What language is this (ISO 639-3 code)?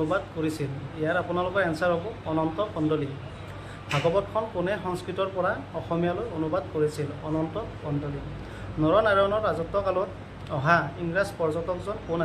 asm